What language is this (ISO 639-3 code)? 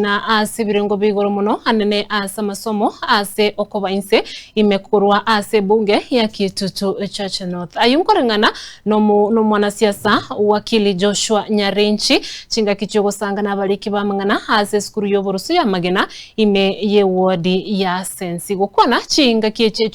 guz